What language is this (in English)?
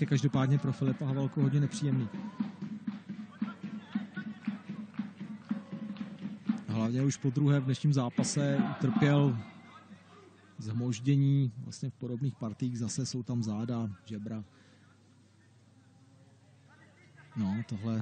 Czech